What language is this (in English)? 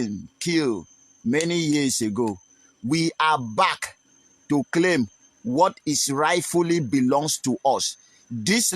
Nigerian Pidgin